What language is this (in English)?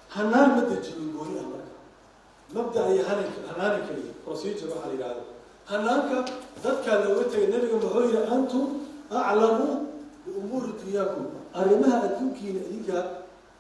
Somali